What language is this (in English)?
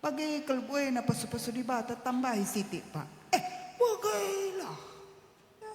Batak Karo